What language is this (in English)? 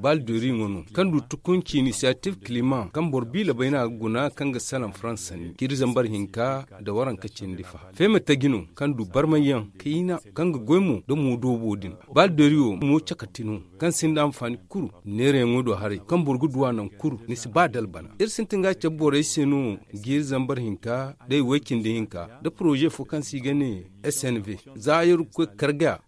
Zarma